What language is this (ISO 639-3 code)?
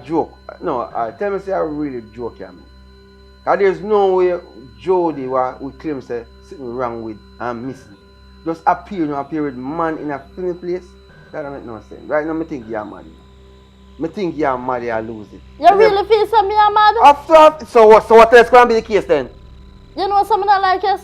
jam